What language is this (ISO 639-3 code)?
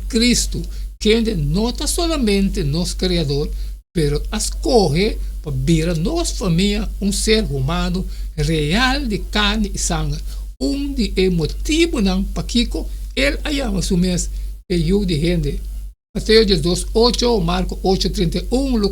pap